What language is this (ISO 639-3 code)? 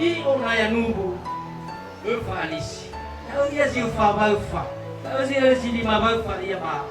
nia